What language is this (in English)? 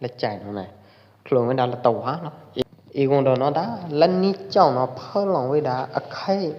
Pwo Eastern Karen